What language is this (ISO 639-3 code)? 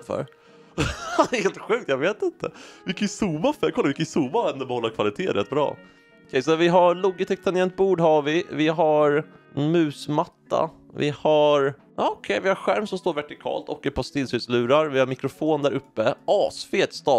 swe